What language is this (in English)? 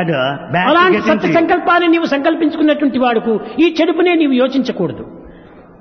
Telugu